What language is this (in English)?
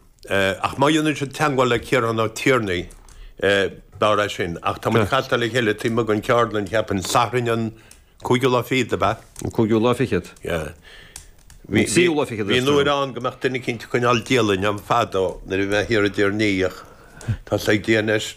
Irish